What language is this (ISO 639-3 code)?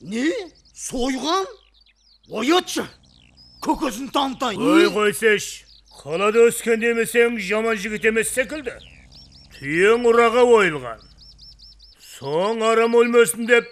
kaa